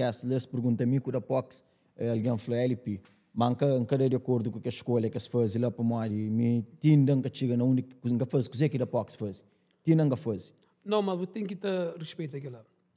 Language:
Kabuverdianu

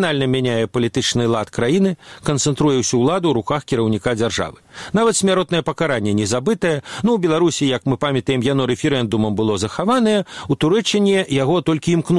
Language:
Belarusian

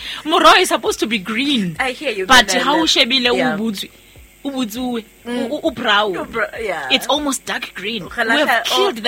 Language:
Southern Sotho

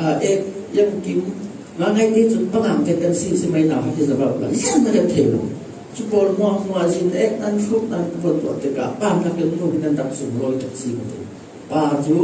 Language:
Falam Chin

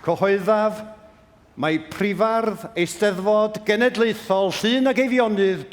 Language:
Welsh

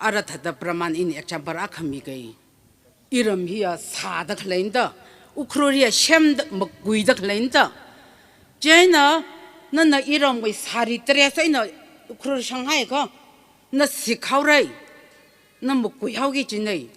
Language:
Tangkhul Naga (India)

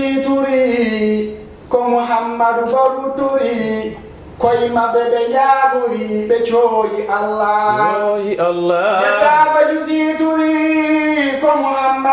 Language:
Fula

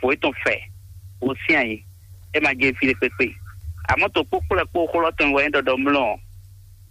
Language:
Fon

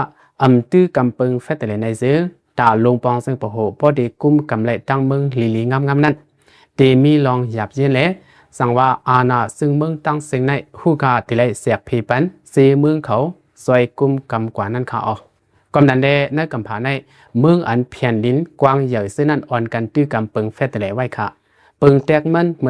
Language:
Shan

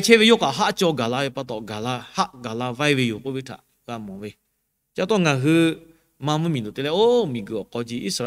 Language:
Lahu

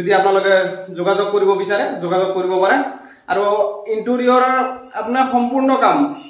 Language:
Assamese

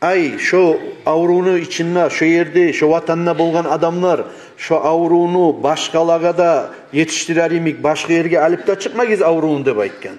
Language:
Kumyk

